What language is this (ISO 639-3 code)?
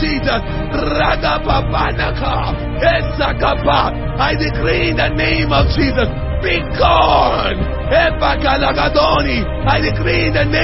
zho